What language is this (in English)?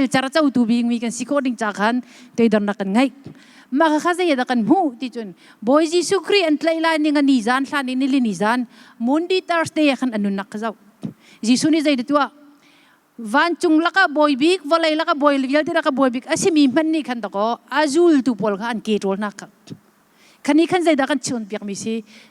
Hakha Chin